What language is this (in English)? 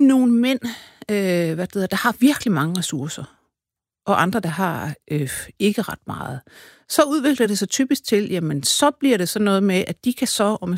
Danish